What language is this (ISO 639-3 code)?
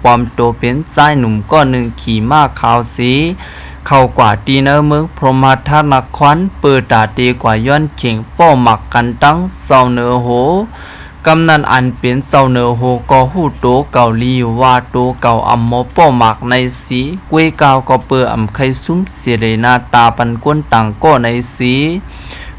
shn